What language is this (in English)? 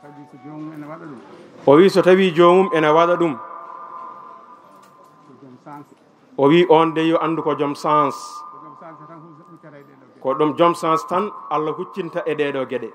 Fula